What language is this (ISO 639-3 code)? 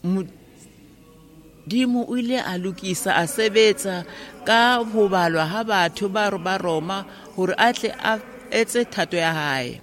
sot